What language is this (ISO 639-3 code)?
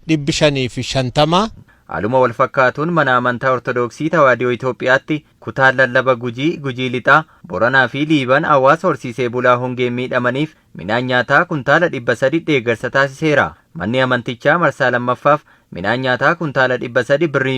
orm